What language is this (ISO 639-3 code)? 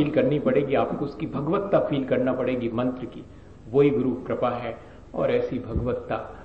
hin